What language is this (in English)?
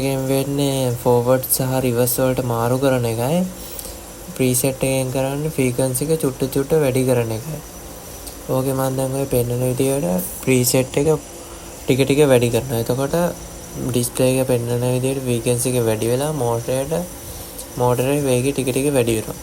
Sinhala